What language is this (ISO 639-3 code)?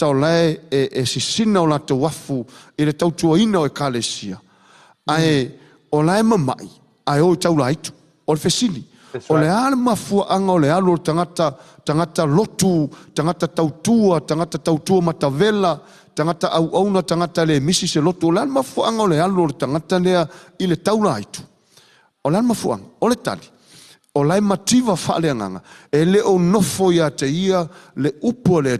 smo